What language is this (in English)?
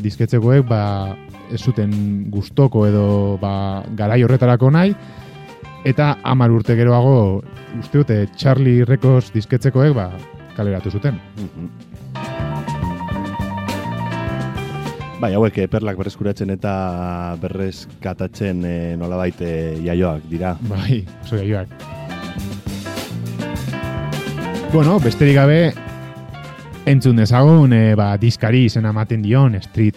Basque